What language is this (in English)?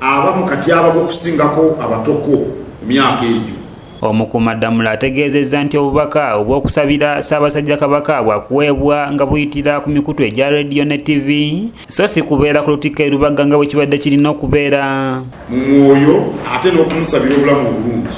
Ganda